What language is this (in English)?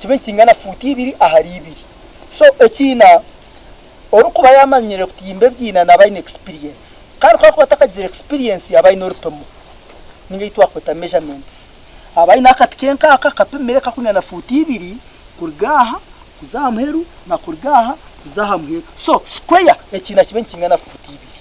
Nyankole